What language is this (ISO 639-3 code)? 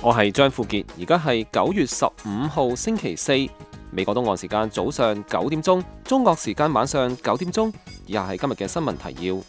yue